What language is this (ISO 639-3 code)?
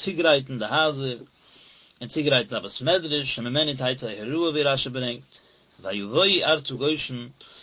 yid